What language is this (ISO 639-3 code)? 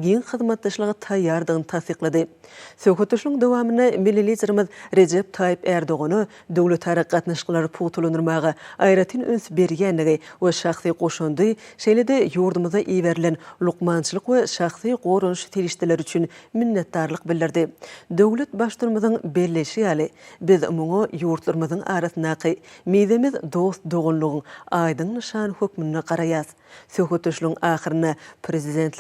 tuk